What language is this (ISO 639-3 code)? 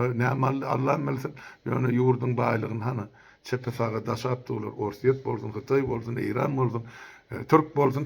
tuk